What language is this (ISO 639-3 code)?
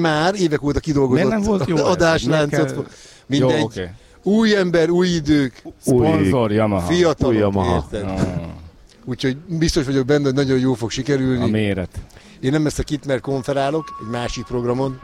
hun